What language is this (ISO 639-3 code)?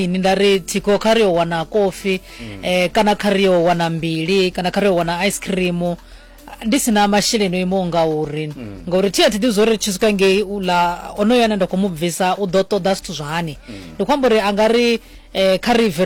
ven